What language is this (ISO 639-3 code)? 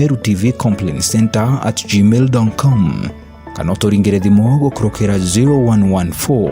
mer